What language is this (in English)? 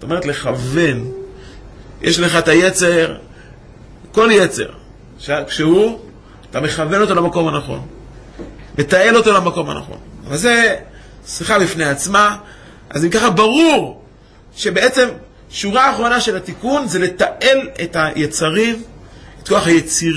Hebrew